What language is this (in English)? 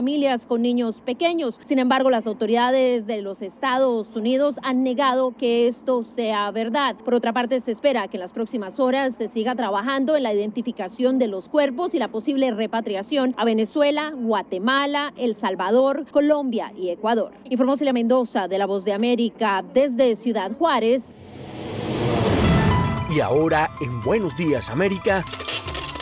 Spanish